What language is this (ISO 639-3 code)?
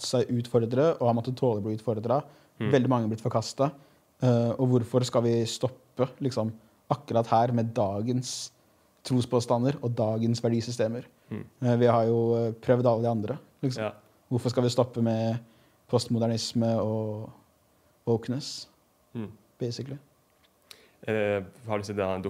nor